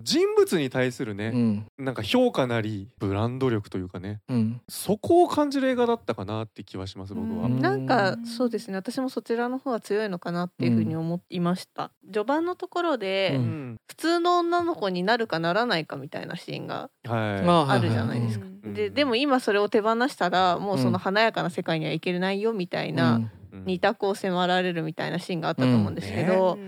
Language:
Japanese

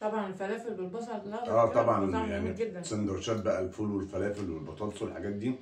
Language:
Egyptian Arabic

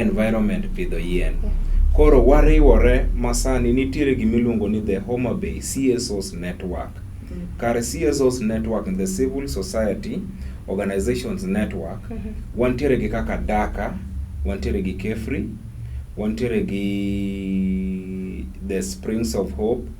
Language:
Luo (Kenya and Tanzania)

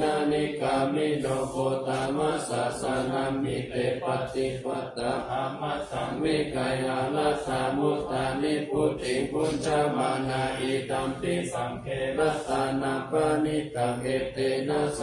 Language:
Pali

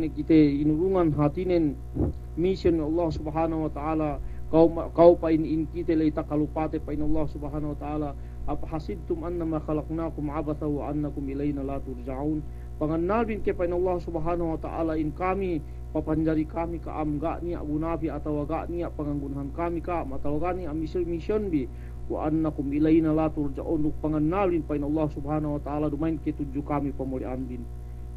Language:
Yakan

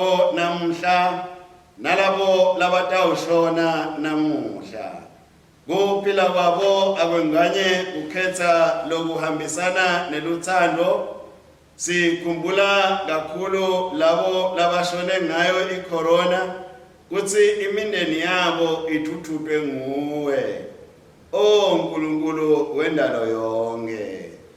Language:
Swati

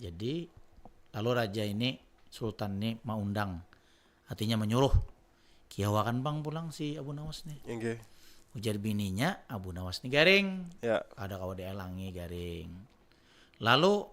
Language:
Banjar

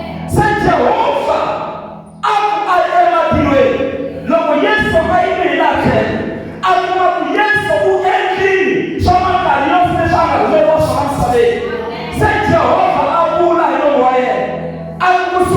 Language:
Tsonga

